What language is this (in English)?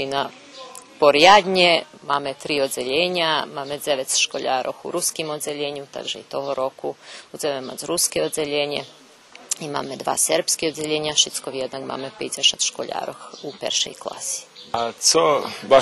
Rusyn